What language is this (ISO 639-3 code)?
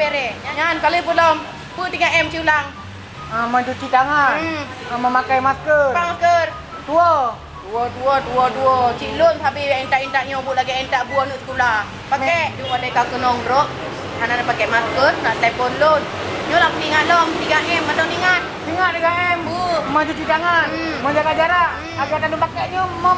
ace